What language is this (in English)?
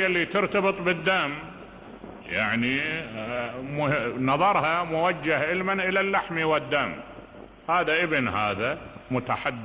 Mesopotamian Arabic